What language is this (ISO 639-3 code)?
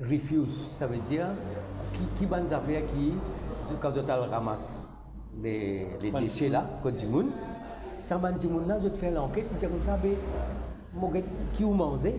mfe